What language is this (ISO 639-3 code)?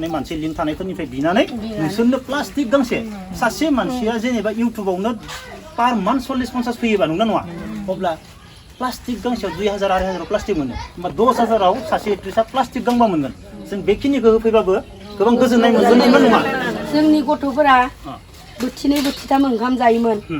brx